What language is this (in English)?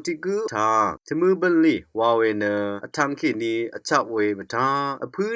Rawang